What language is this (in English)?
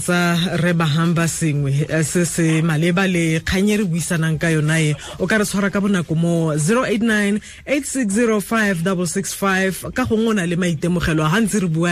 Tswana